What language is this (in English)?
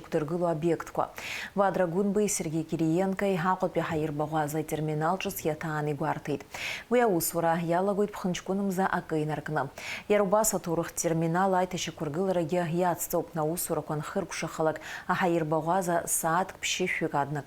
Abkhazian